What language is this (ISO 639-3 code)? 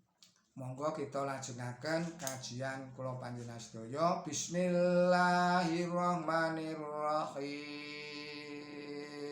jav